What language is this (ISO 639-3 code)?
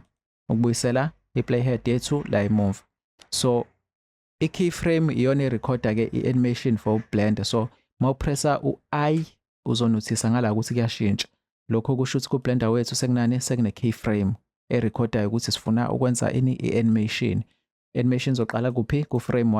zul